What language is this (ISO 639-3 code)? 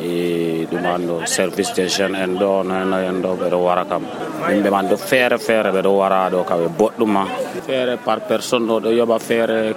fuv